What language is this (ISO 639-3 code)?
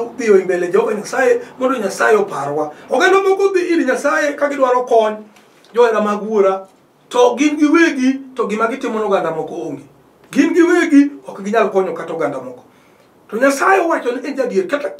luo